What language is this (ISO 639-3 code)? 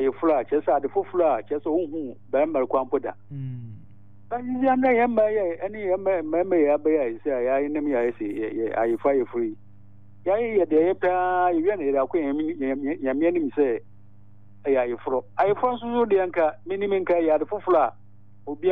aka